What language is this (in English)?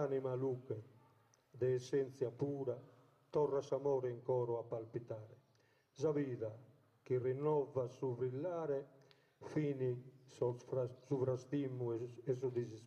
Sardinian